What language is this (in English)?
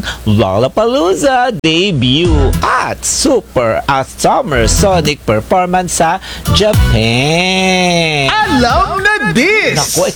Filipino